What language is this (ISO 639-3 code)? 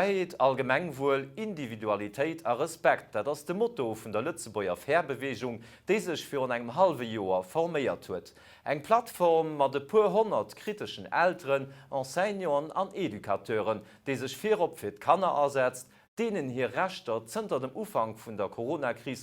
ltz